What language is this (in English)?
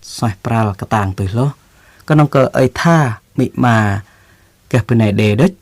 Jarai